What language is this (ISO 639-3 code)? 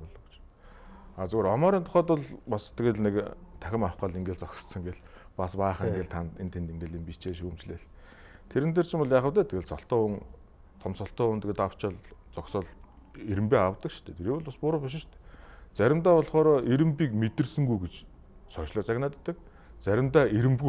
mon